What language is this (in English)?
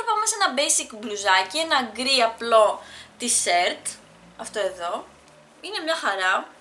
Greek